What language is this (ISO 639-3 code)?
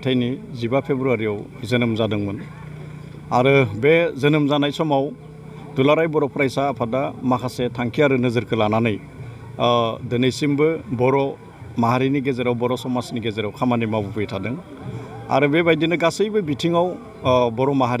brx